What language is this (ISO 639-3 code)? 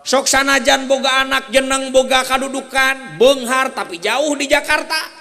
sun